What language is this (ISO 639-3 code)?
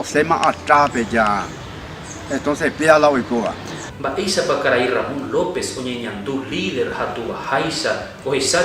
grn